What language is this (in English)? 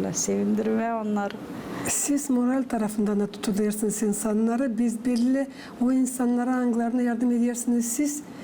Gagauz